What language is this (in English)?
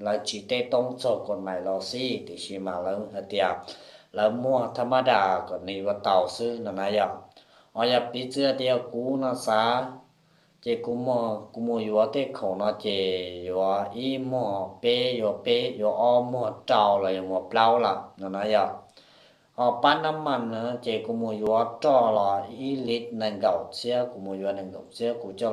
Hmong